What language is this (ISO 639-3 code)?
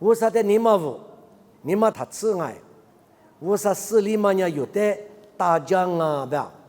lis